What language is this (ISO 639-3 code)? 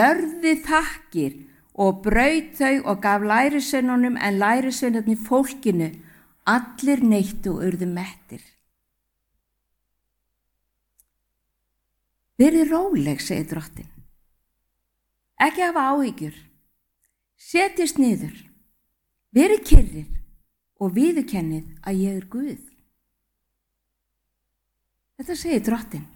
isl